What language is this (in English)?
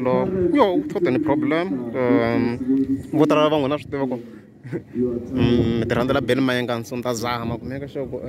Tsonga